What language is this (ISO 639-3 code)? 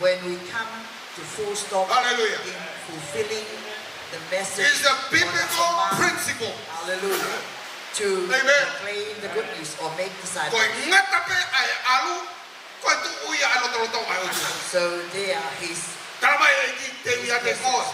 ton